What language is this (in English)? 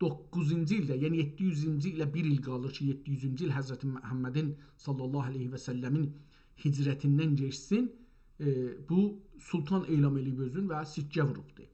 South Azerbaijani